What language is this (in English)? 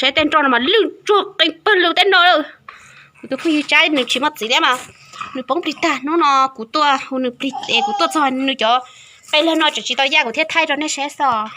Hmong